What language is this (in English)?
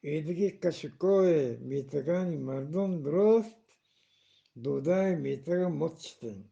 Eastern Balochi